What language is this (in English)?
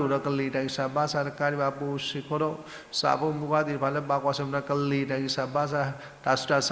S'gaw Karen